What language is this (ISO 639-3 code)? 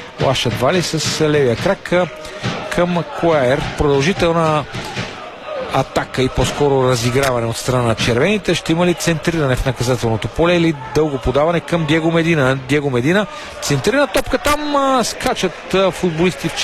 bul